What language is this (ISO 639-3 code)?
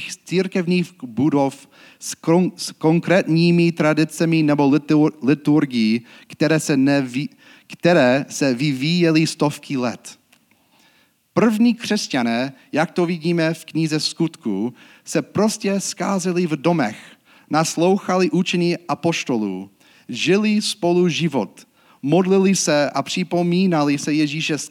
ces